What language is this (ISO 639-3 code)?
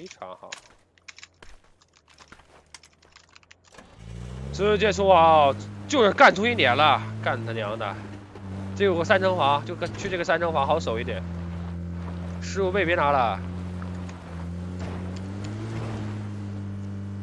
zho